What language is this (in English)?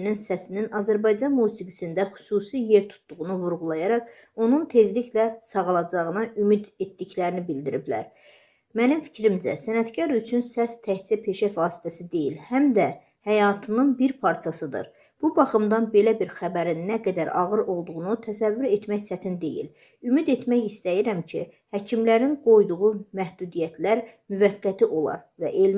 Azerbaijani